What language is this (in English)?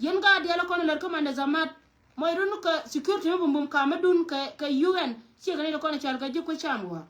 Nuer